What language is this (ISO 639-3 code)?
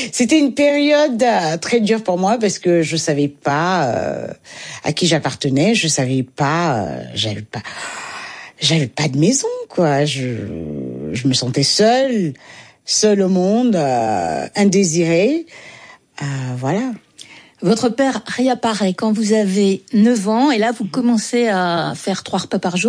fra